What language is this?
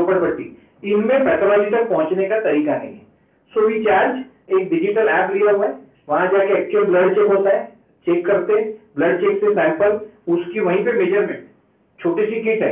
Hindi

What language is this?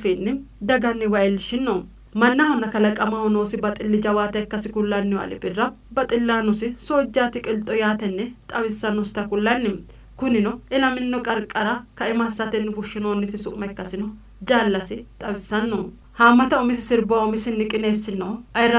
Sidamo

